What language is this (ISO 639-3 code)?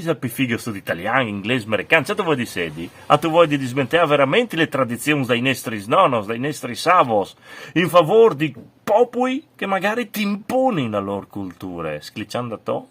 fur